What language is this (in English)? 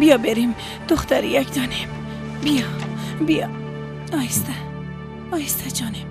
Persian